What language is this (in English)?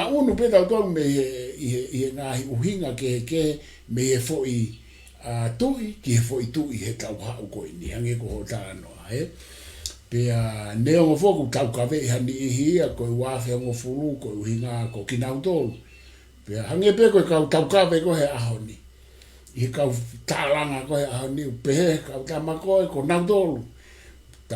Tongan